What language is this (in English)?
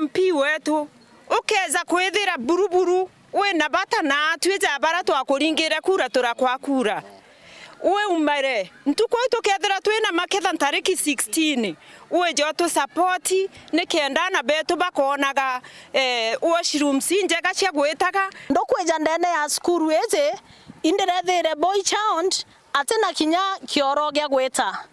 Meru